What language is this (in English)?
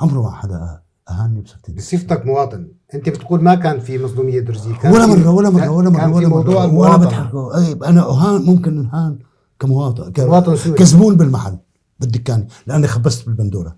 North Levantine Arabic